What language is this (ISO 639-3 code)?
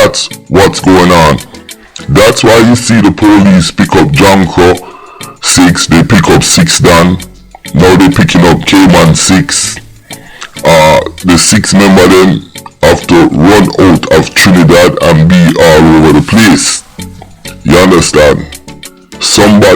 jam